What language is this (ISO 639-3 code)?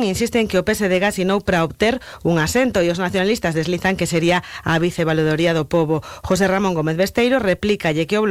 glg